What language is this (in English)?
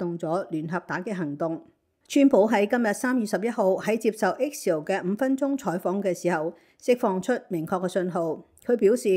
Cantonese